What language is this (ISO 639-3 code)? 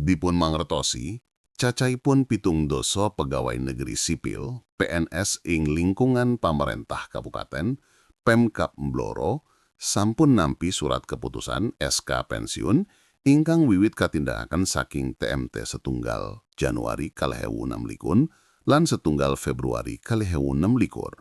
jav